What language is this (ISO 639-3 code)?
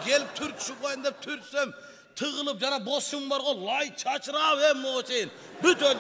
kir